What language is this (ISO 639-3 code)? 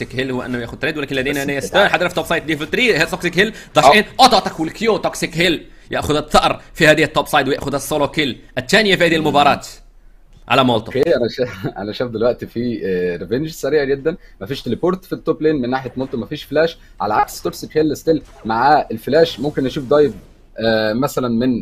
arz